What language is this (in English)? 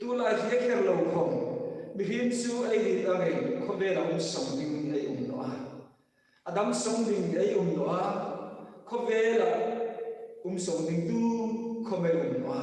Hmar